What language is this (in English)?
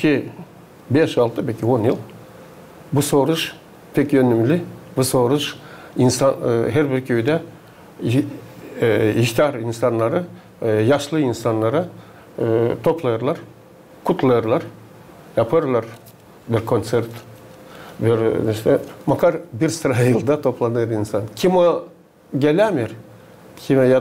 Gagauz